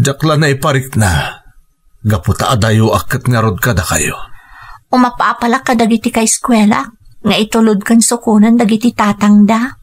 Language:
Iloko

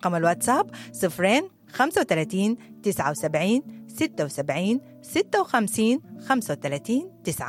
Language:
Sudanese Arabic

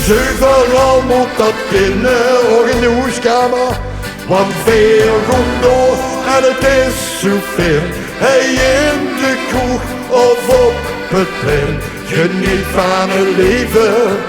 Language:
Limburgish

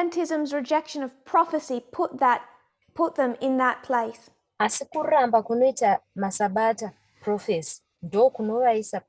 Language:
Shona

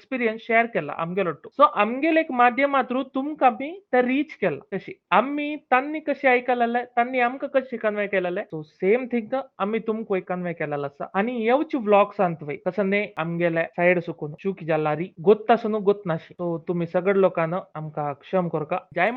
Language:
Konkani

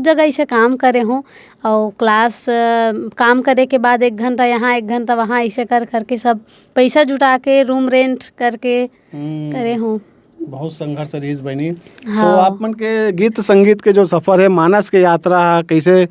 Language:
Chhattisgarhi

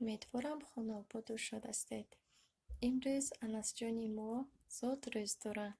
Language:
Tajik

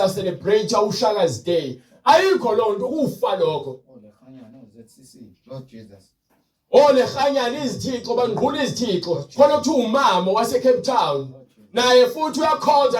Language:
Zulu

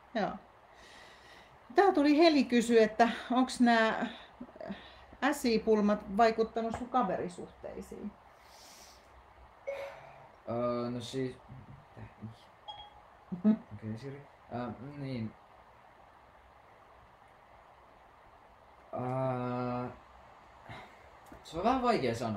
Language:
Finnish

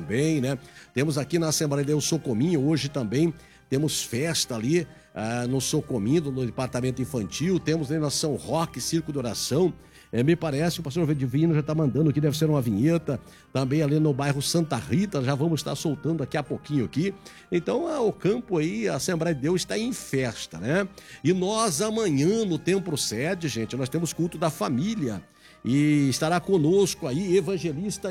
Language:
Portuguese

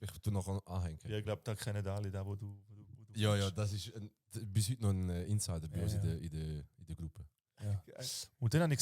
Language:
Swiss German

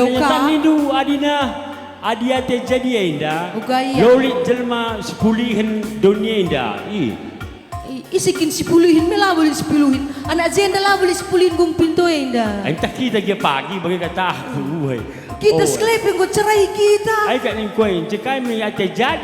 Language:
Batak Karo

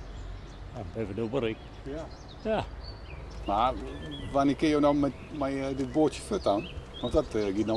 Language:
Western Frisian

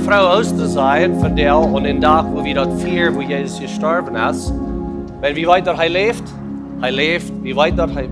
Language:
Plautdietsch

